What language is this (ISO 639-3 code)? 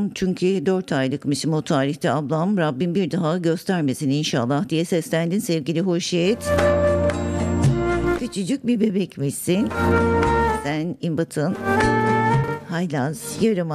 tur